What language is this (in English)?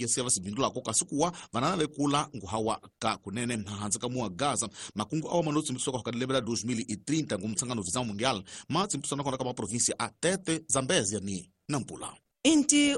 Tsonga